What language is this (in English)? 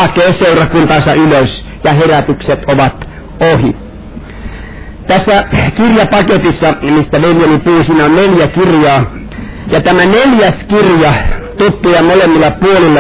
Finnish